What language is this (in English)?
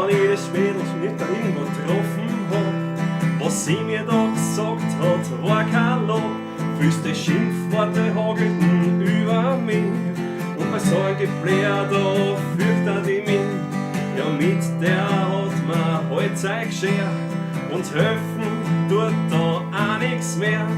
Bavarian